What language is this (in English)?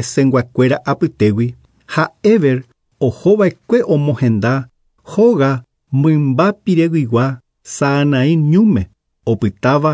Guarani